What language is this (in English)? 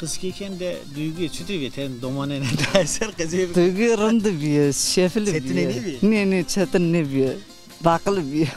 Zaza